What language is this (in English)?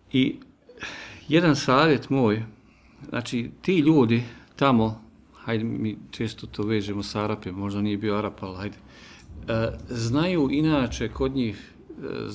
Bosnian